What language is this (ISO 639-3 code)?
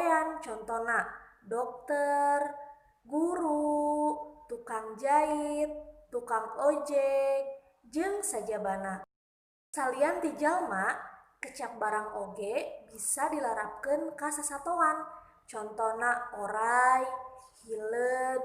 sun